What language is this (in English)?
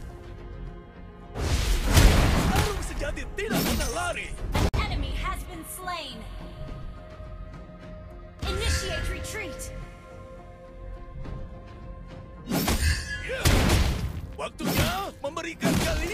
Indonesian